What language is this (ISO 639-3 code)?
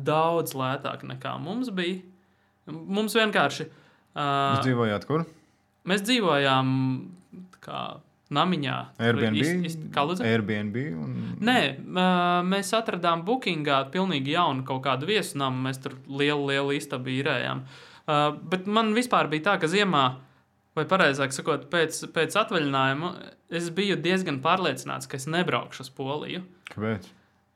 lav